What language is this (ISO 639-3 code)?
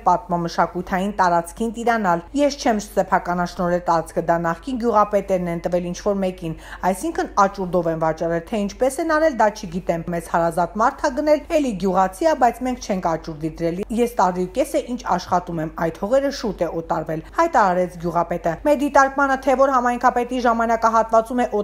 hye